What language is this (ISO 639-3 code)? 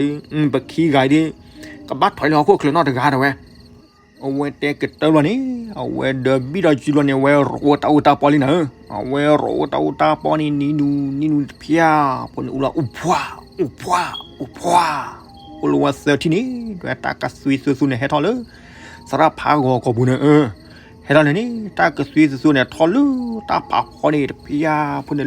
ksw